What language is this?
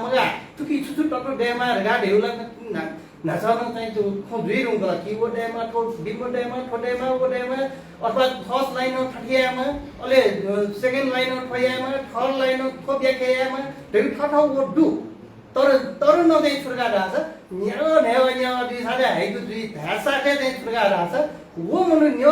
Newari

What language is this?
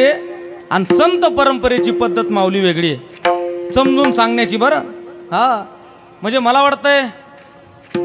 Marathi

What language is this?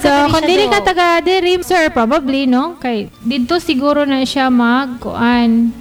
Cebuano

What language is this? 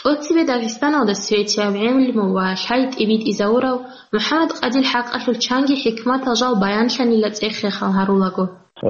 Avaric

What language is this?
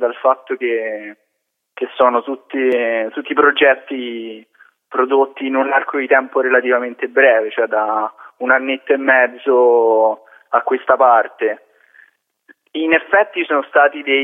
Italian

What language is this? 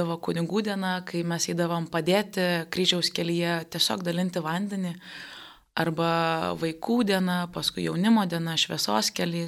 Lithuanian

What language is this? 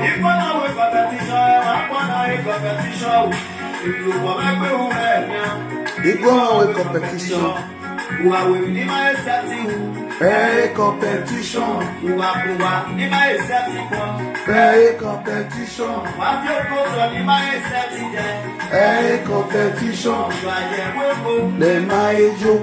Nigerian Pidgin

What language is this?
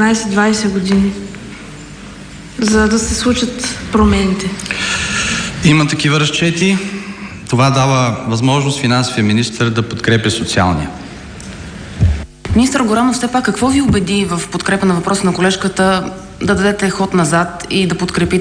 Bulgarian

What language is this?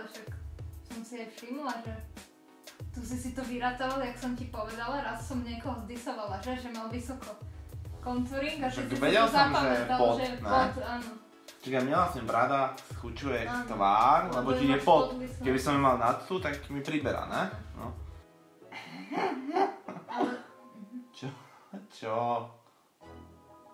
Slovak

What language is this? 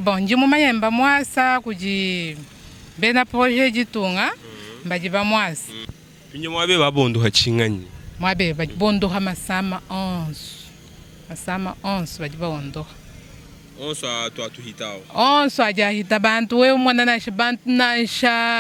Luba-Lulua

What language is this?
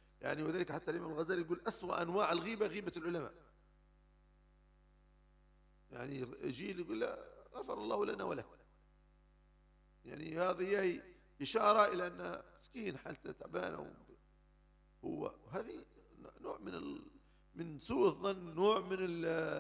Arabic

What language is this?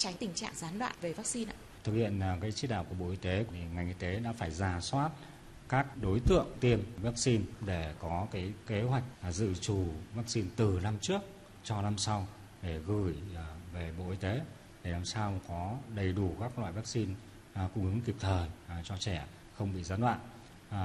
Vietnamese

